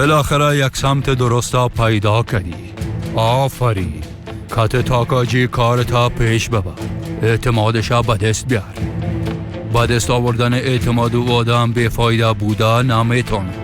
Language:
Persian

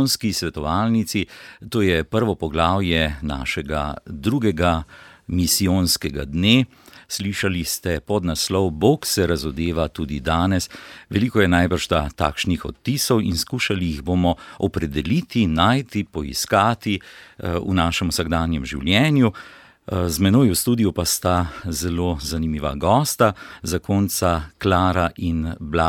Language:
Slovenian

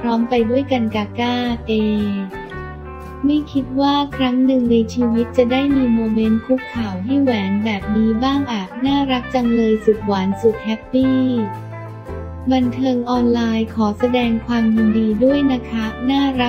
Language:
Thai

